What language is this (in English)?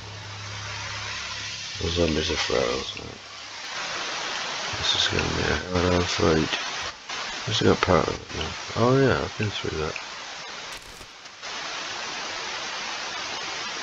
English